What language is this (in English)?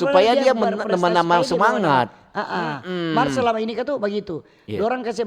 Manado Malay